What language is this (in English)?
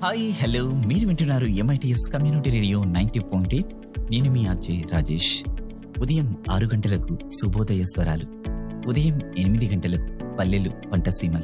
Telugu